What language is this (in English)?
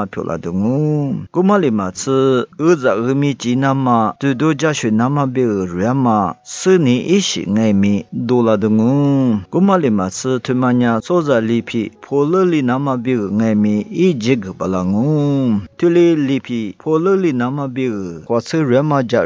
Lisu